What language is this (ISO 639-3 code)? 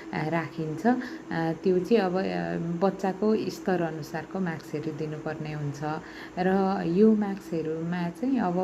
nep